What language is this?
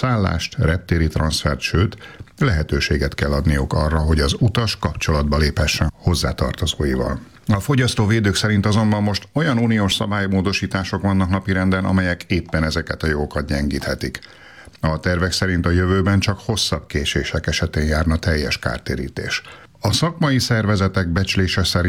Hungarian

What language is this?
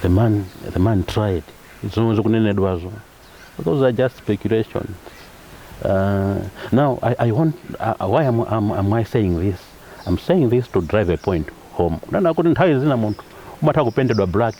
Nyanja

